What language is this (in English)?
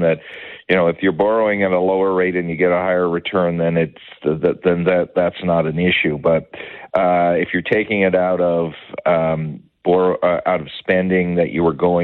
English